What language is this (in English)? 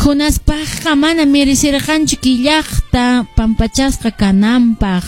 Quechua